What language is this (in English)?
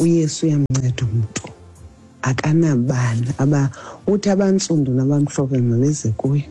Xhosa